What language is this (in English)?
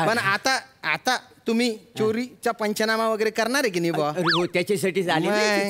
Marathi